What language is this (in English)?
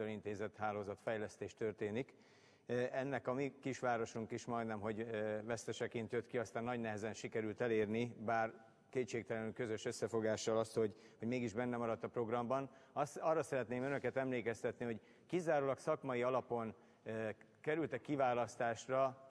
Hungarian